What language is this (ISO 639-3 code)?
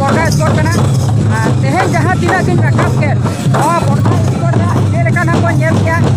sat